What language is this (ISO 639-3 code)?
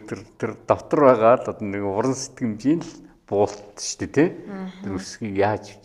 mon